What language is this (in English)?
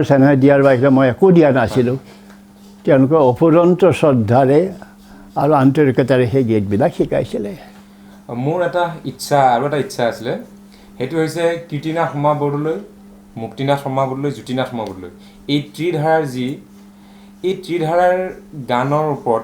Assamese